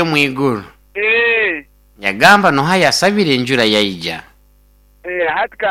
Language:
Nyoro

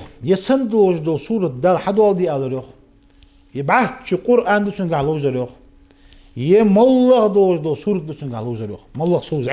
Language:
Ingush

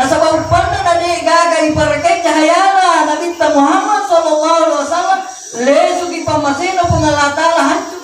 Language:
Buginese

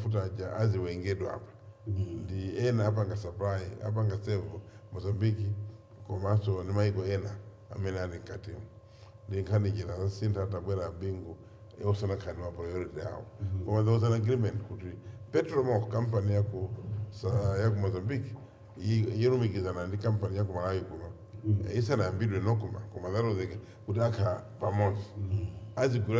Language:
Nyanja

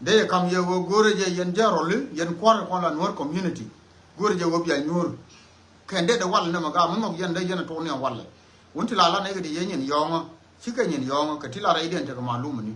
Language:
Nuer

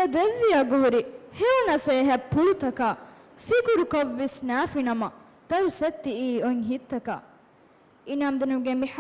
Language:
Divehi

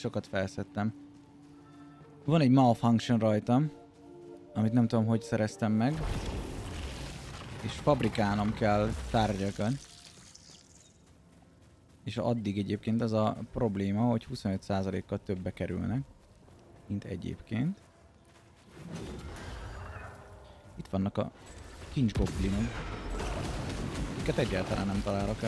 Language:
Hungarian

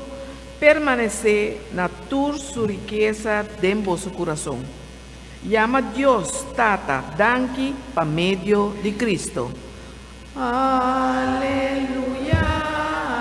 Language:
Papiamento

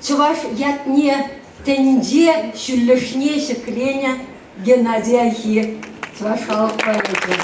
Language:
Chuvash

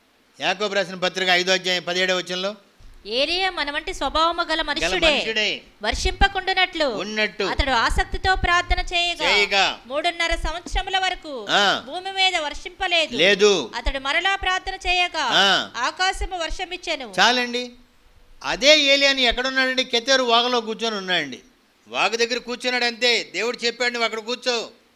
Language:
Telugu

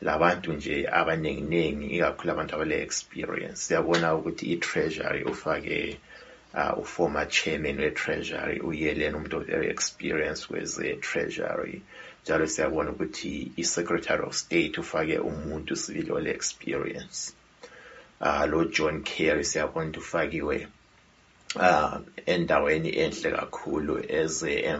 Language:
North Ndebele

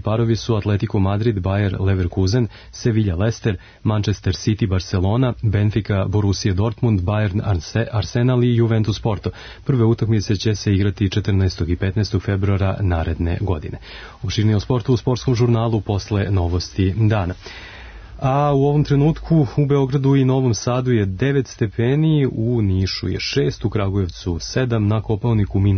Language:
Serbian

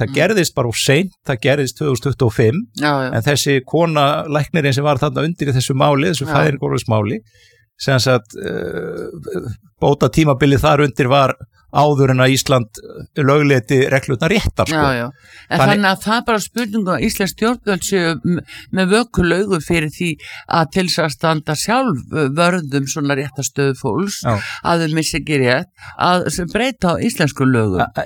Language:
Icelandic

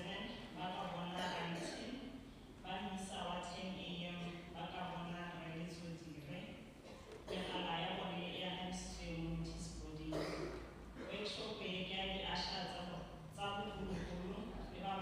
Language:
Tswana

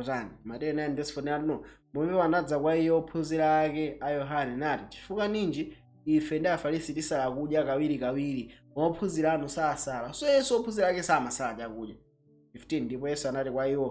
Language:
Nyanja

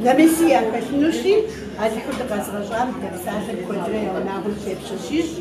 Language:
Kabardian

